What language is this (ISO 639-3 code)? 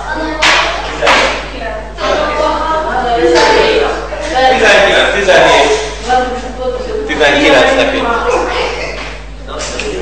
hun